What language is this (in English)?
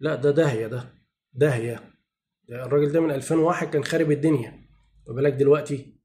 Egyptian Arabic